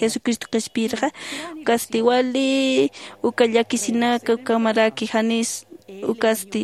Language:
Aymara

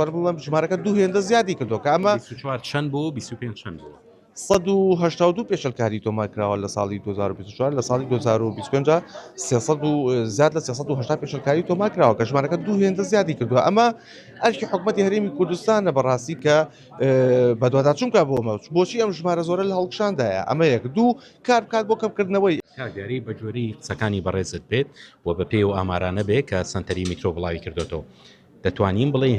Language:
Central Kurdish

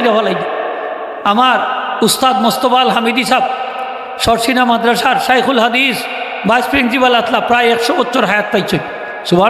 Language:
Sylheti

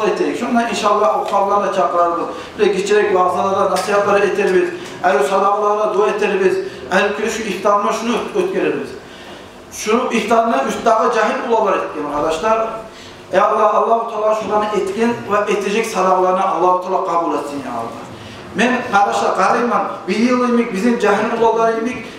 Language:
Kumyk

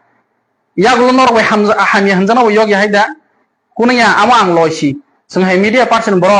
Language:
Kok Borok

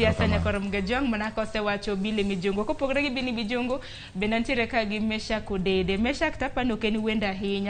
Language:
Luo (Kenya and Tanzania)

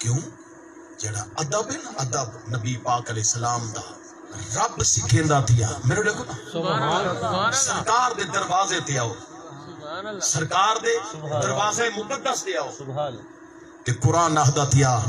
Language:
Saraiki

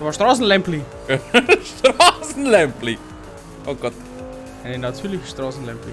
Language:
Bavarian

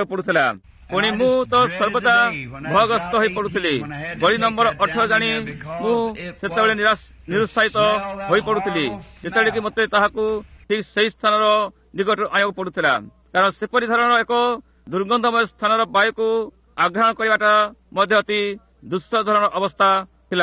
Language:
Odia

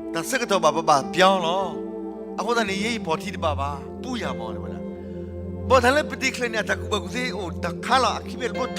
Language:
S'gaw Karen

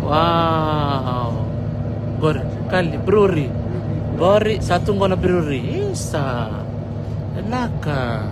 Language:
Fijian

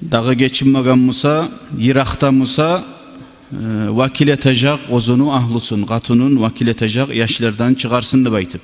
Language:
Kumyk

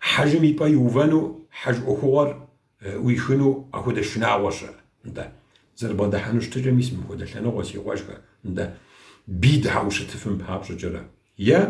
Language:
Kabardian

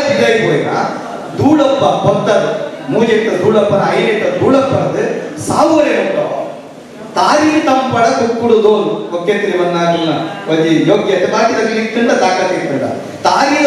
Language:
Tulu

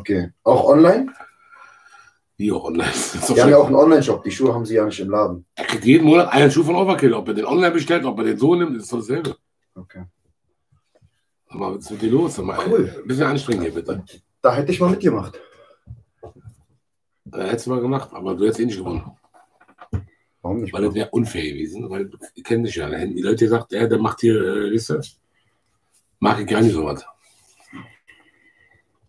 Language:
German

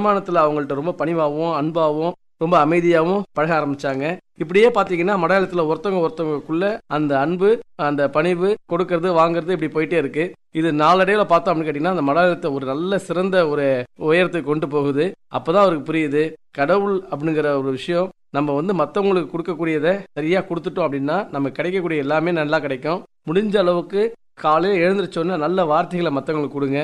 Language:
Tamil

